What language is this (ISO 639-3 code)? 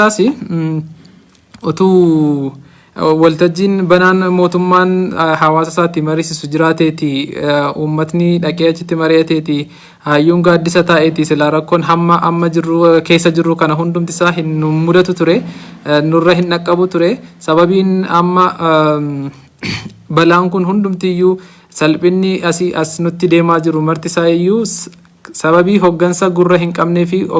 orm